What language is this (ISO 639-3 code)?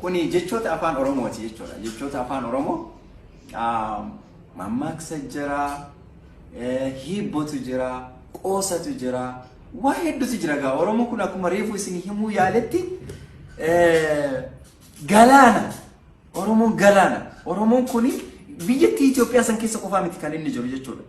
orm